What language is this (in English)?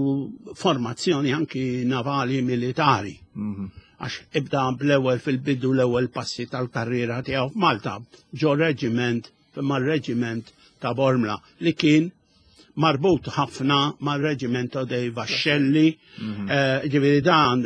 Maltese